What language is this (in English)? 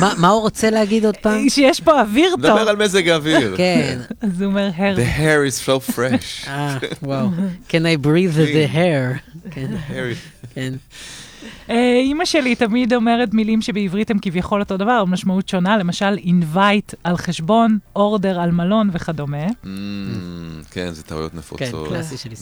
Hebrew